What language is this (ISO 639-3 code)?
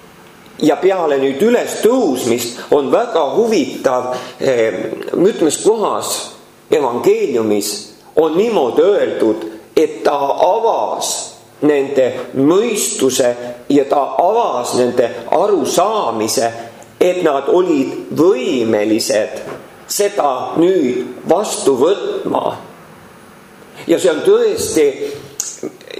est